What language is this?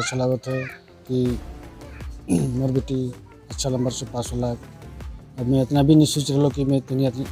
Sadri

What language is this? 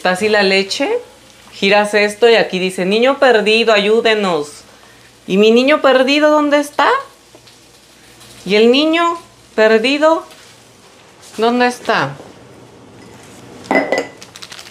Spanish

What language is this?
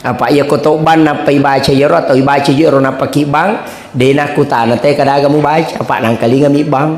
Buginese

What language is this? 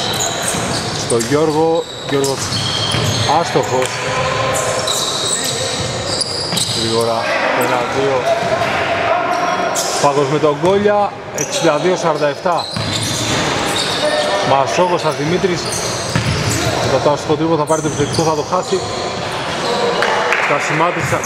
Greek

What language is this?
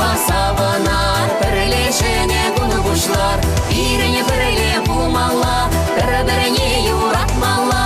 Chuvash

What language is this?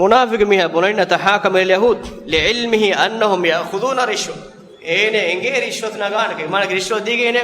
Divehi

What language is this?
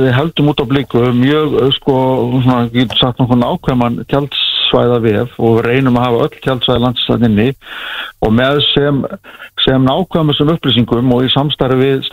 Icelandic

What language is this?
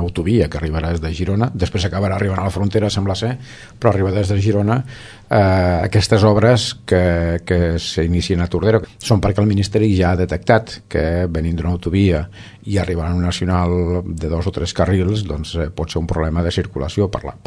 Catalan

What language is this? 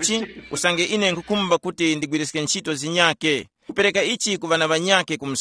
Tumbuka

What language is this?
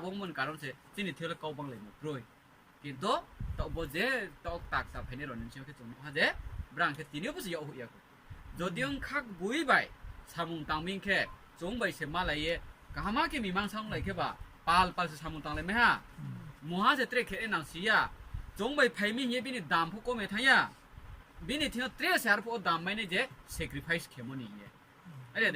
Riang (India)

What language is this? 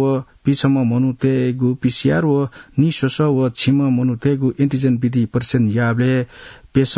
Newari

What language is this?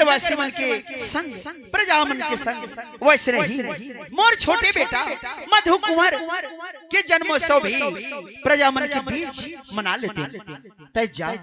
Chhattisgarhi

